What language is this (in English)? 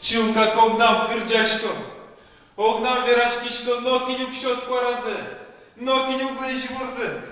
Udmurt